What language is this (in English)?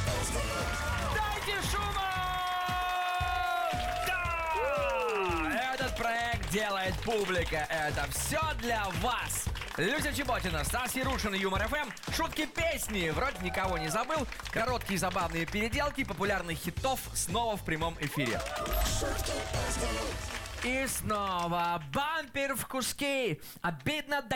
Russian